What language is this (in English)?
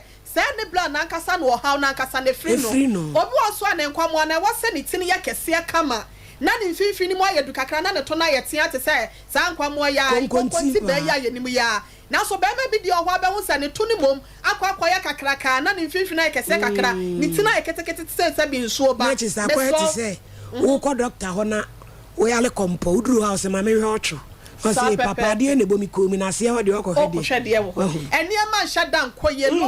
Akan